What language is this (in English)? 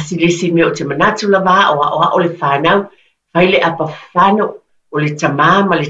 Samoan